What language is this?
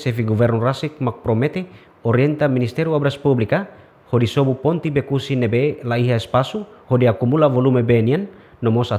Tetum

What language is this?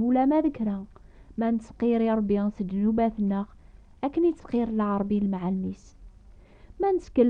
Kabyle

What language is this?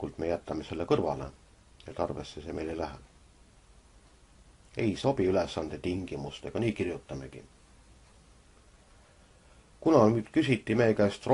Estonian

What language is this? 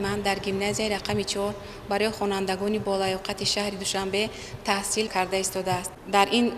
Tajik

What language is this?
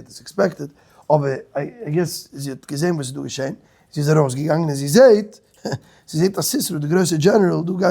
Yiddish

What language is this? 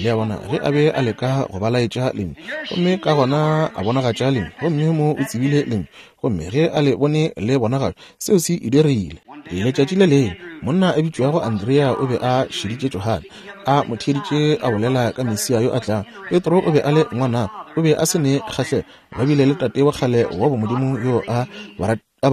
Northern Sotho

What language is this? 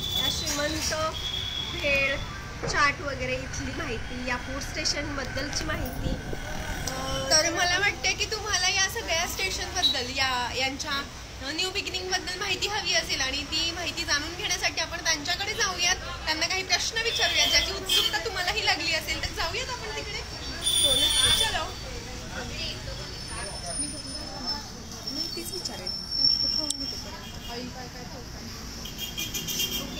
Marathi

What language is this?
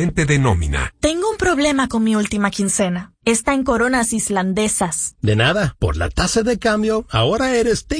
Spanish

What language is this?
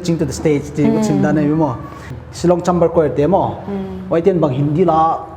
Paite Chin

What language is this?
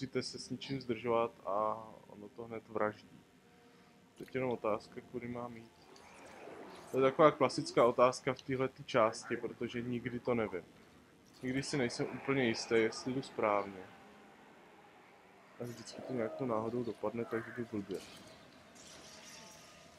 Czech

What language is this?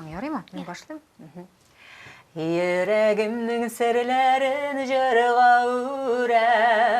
Tatar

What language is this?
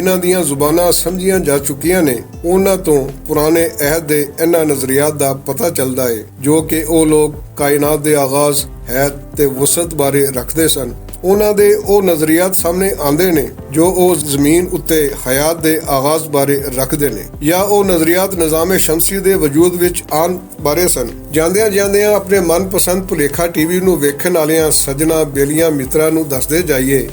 Western Panjabi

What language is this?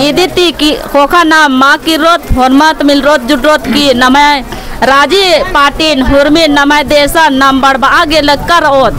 Kurukh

